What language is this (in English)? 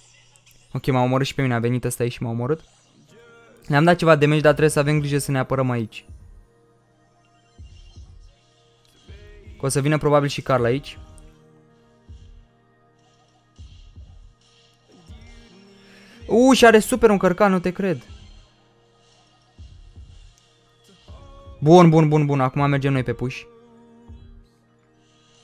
Romanian